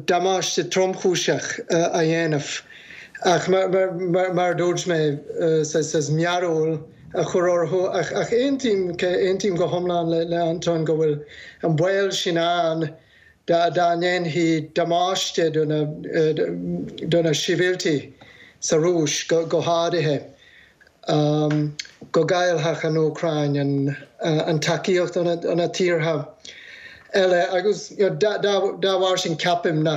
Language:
Irish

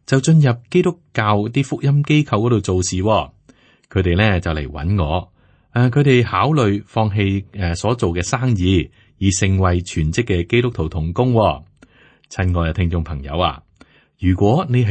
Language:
Cantonese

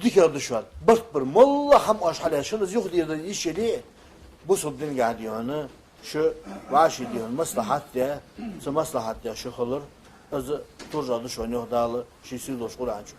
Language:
Ingush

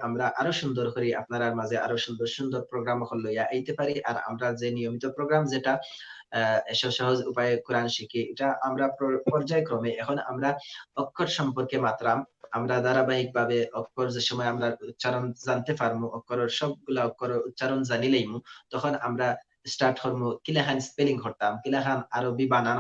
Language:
Sylheti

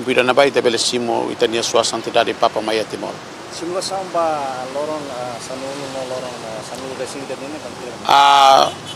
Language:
Tetum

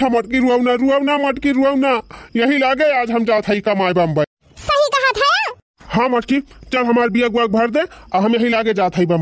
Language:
Awadhi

